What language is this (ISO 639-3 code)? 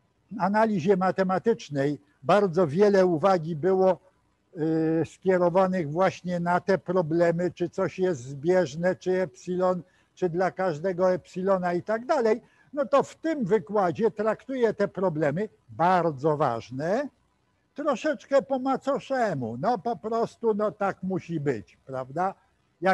pol